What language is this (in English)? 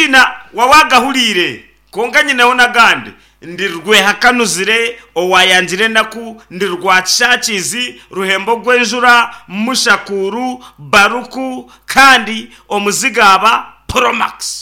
Nyankole